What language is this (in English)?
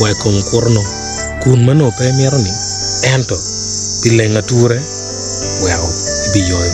Acoli